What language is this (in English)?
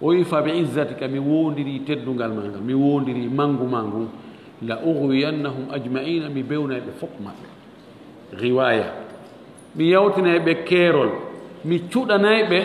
Fula